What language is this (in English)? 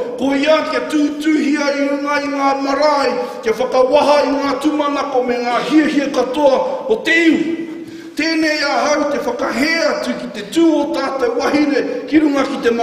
Māori